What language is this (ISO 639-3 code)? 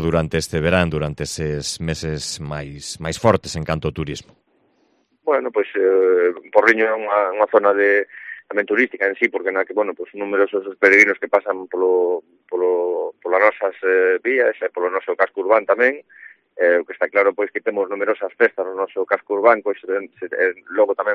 glg